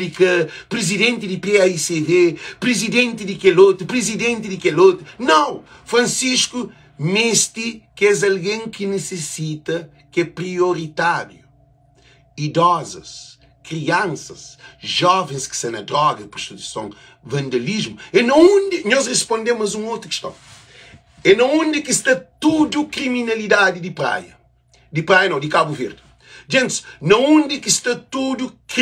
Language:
Kabuverdianu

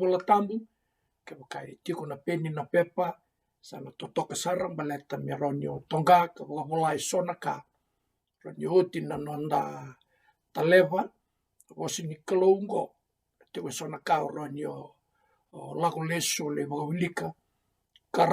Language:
Fijian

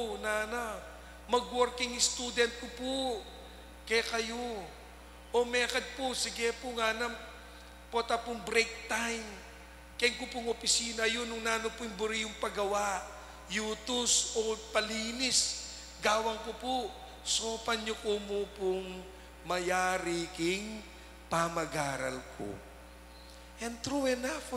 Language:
Pampanga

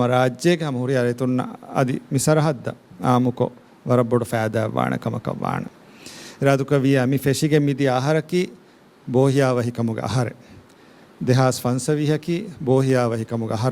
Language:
Divehi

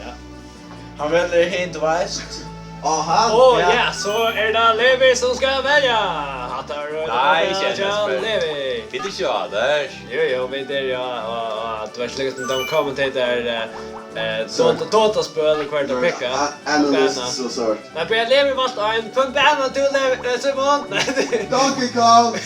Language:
Faroese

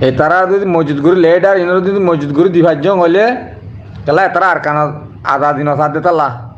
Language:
Rohingya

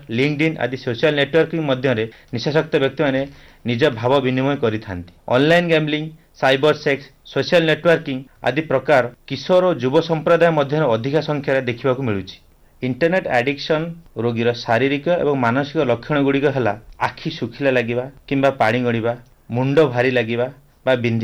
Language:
Odia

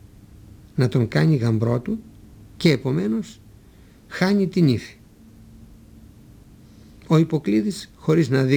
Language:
Greek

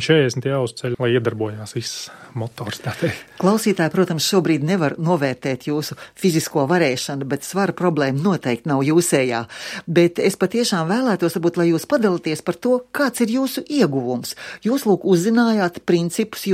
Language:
Latvian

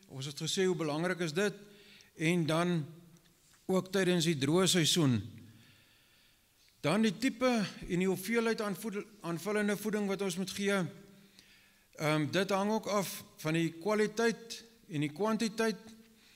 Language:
Afrikaans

